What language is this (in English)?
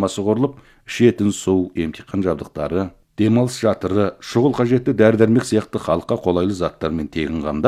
Kazakh